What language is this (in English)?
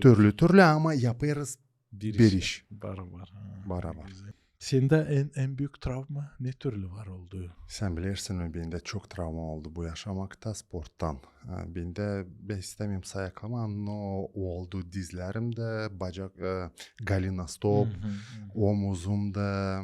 Gagauz